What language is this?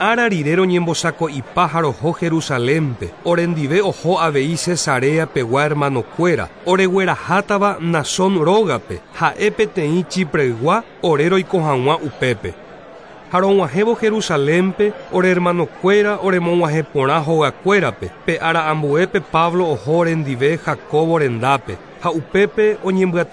Guarani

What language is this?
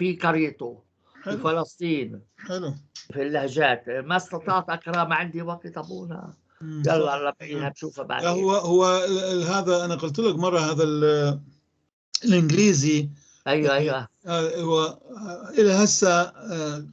North Levantine Arabic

